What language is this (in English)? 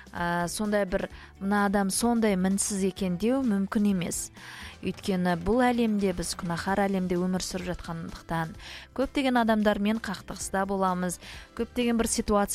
Kazakh